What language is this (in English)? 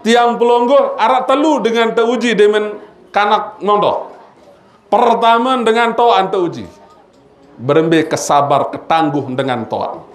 Sasak